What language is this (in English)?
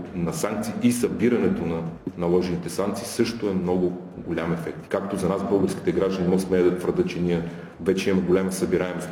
Bulgarian